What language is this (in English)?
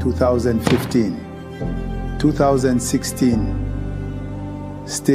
Lozi